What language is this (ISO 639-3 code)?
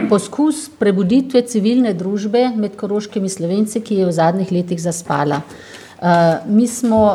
slv